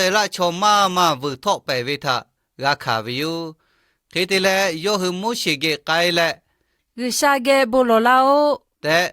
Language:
Lahu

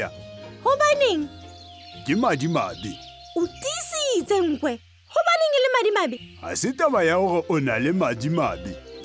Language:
Southern Sotho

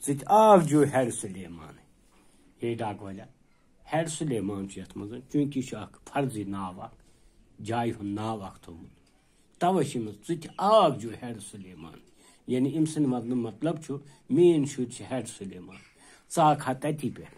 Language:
Kashmiri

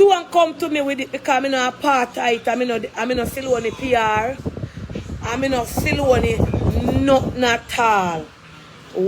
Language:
Jamaican Creole English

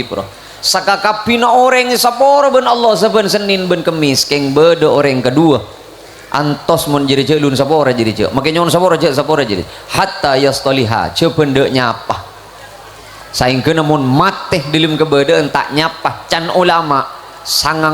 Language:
Madurese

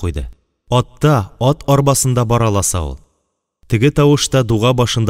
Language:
Tatar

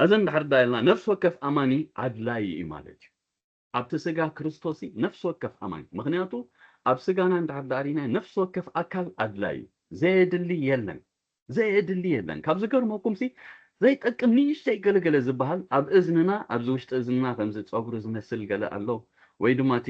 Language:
Tigrinya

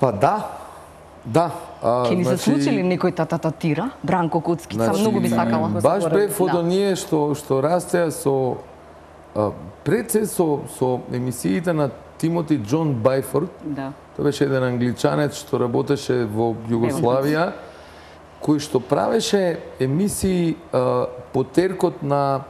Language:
Macedonian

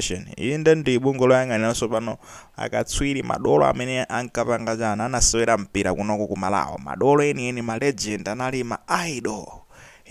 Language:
Nyanja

